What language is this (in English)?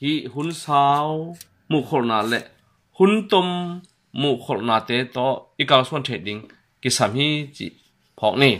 Tedim Chin